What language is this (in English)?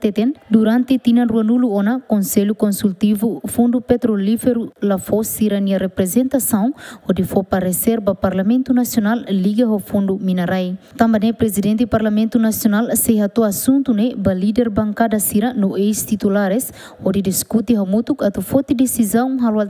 Tetum